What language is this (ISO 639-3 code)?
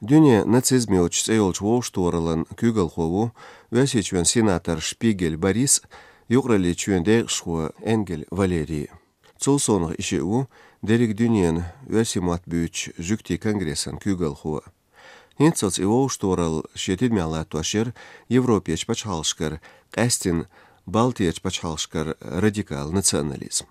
che